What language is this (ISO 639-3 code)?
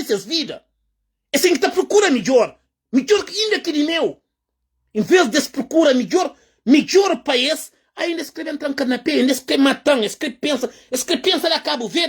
kea